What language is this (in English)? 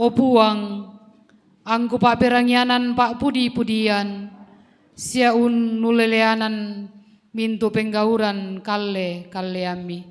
Toraja-Sa'dan